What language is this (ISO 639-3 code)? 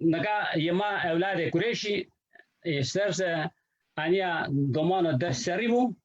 zza